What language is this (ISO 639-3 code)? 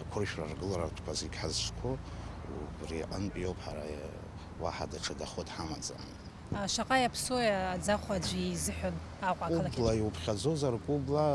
abk